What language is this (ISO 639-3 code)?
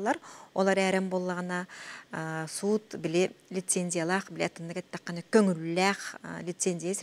sah